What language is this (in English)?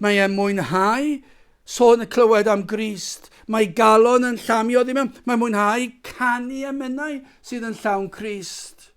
Welsh